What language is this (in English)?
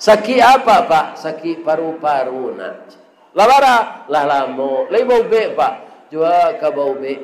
Minangkabau